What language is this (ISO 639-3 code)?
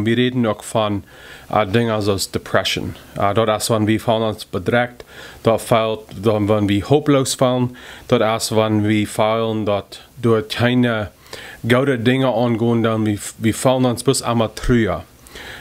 pdt